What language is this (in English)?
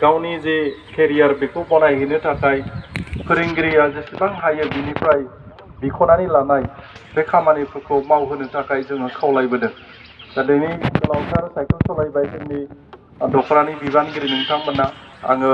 Bodo